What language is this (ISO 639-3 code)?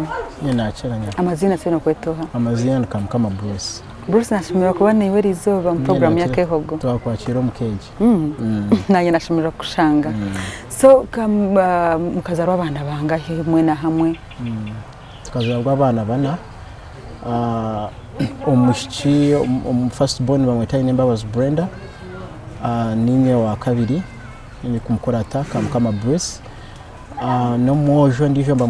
nyn